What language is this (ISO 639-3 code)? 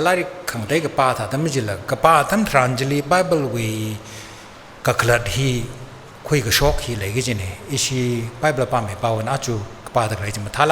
nmf